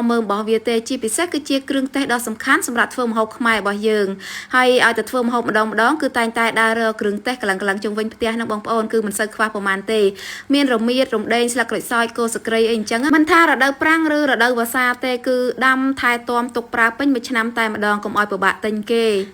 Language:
Khmer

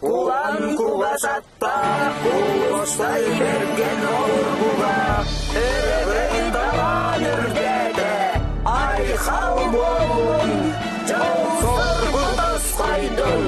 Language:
Yakut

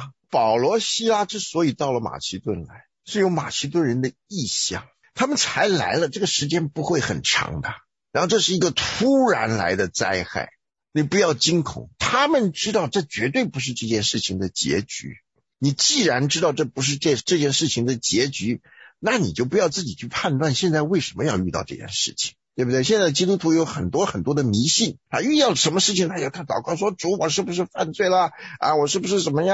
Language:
Chinese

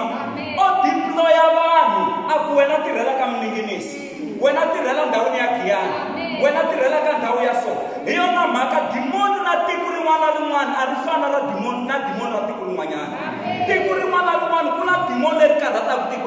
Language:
Tsonga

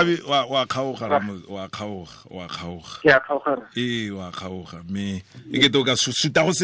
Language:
Tswana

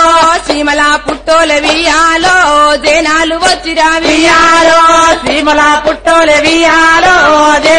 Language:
Telugu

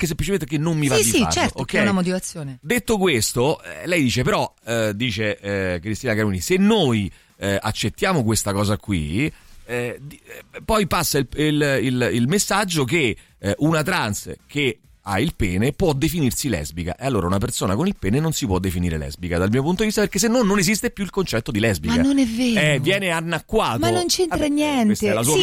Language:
Italian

